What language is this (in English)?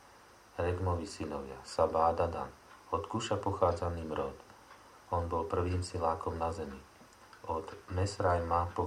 Slovak